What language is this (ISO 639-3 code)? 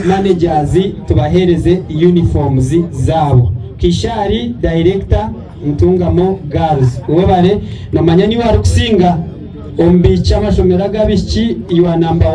nyn